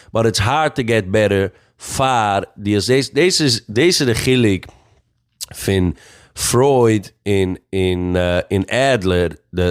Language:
Yiddish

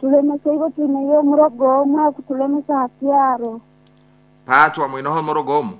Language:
Nyoro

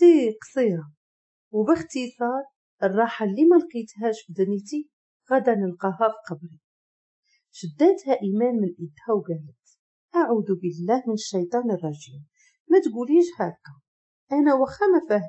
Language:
Moroccan Arabic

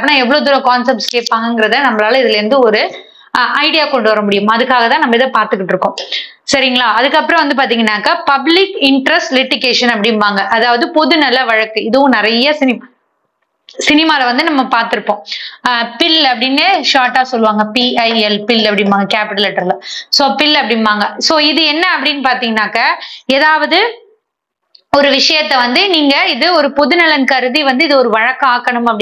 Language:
Tamil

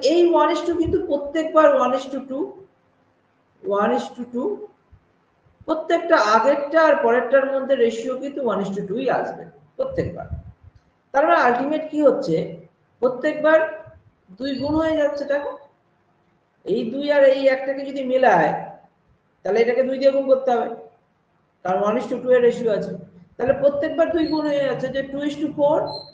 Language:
Bangla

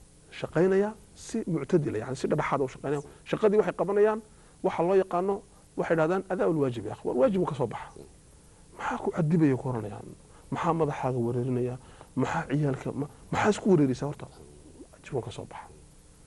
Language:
Somali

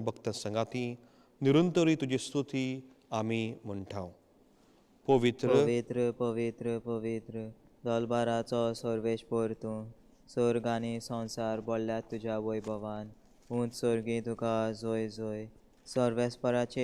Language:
Konkani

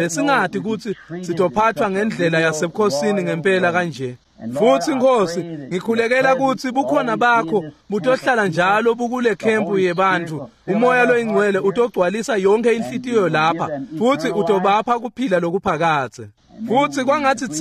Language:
Swati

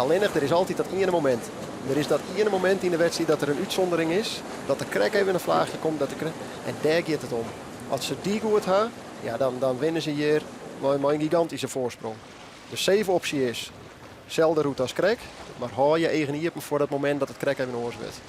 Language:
Western Frisian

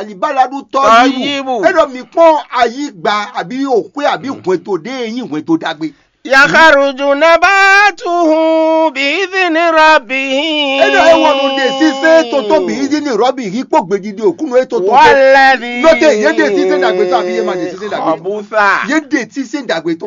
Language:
Fon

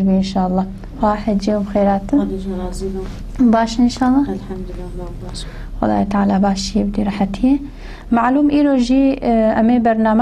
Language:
Kurdish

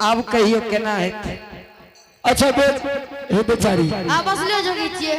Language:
Angika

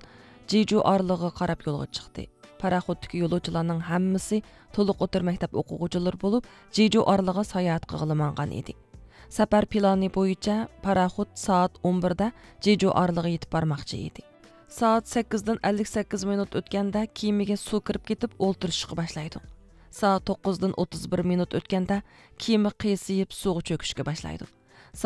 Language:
Uyghur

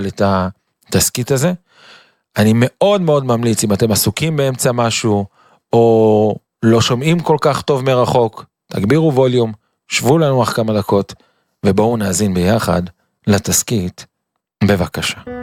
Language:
Hebrew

